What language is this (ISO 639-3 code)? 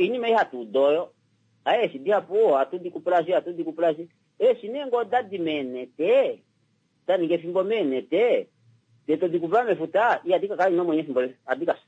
kua